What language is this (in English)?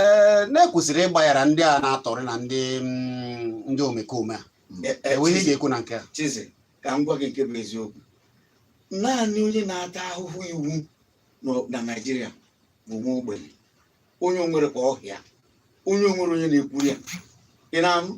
Igbo